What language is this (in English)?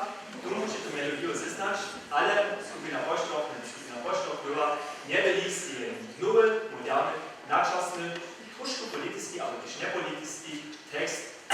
Upper Sorbian